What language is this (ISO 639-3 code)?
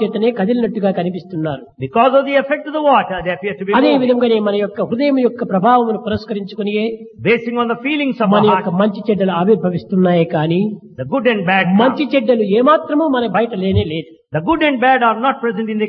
tel